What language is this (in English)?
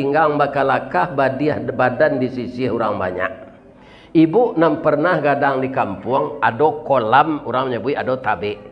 Minangkabau